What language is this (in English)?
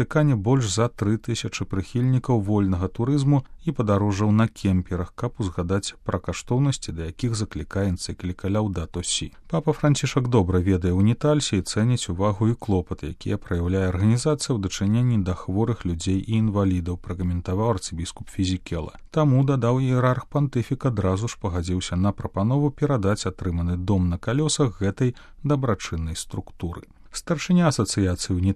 Belarusian